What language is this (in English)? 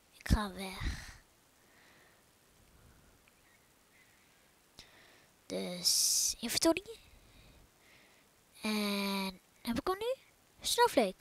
Dutch